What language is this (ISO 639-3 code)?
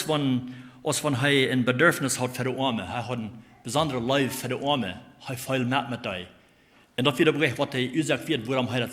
pdt